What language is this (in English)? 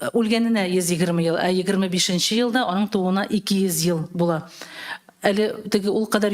Tatar